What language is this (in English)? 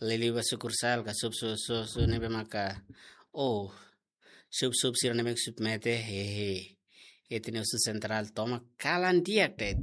Tetum